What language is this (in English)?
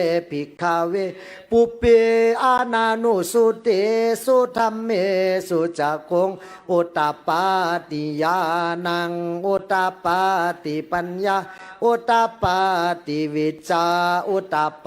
Pali